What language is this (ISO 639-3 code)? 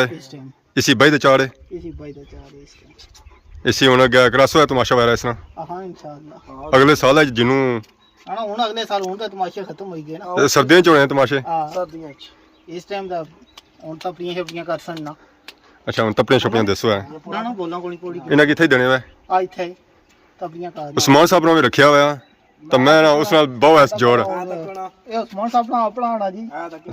phr